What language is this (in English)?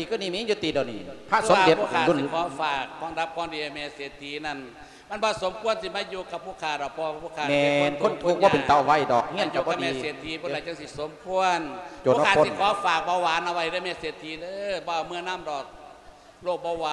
Lao